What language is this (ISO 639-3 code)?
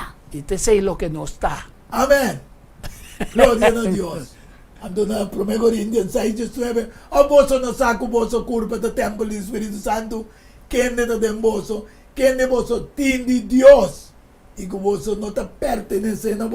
pap